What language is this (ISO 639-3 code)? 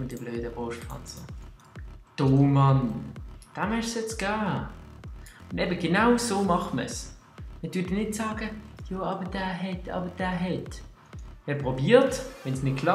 gsw